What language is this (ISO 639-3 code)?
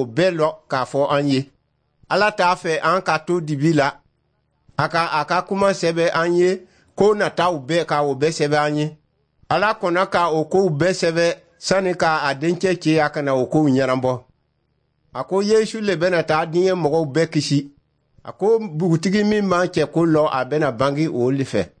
dyu